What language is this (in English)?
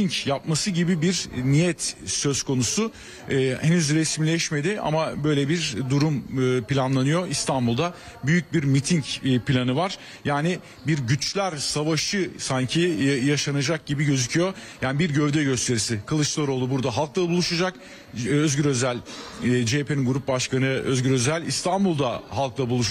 Turkish